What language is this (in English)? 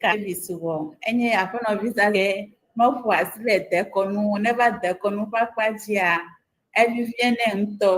Ewe